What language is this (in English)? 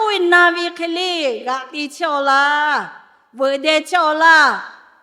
Lahu